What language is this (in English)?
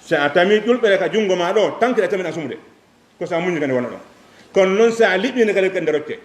Fula